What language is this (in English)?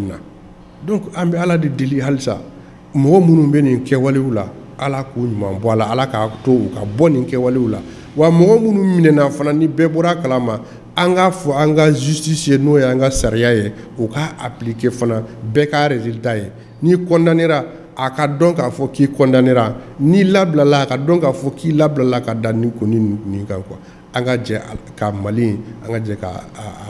Bambara